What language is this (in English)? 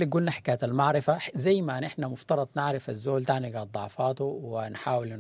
Sudanese Arabic